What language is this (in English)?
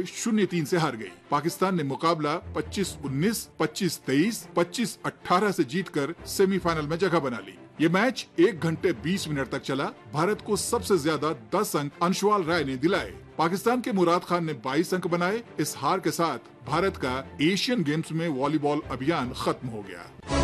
Hindi